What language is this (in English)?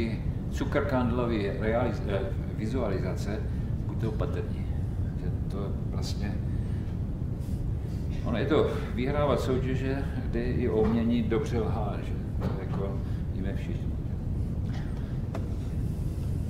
Czech